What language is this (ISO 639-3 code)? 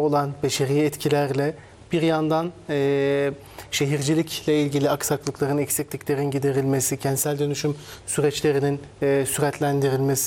tur